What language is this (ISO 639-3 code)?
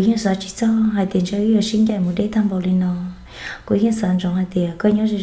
hmn